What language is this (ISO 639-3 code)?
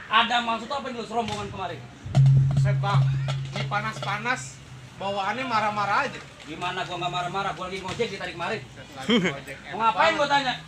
bew